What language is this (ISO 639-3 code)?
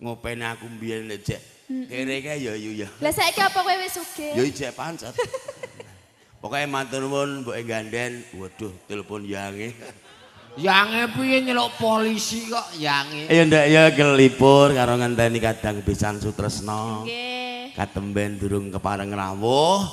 jav